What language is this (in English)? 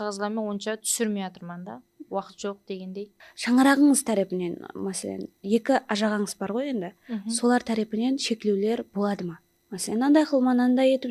Kara-Kalpak